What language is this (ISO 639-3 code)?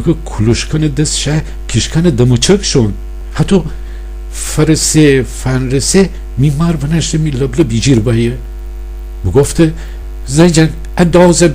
glk